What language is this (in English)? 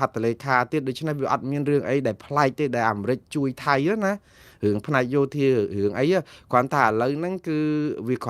Khmer